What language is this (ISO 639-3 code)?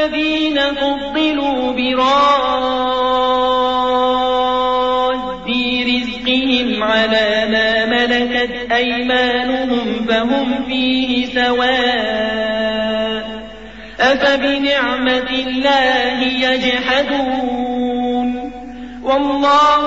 ara